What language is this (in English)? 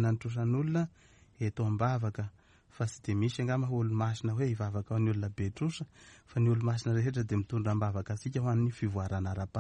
Malagasy